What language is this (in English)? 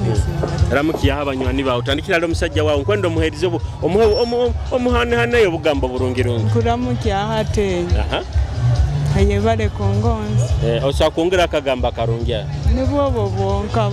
Nyoro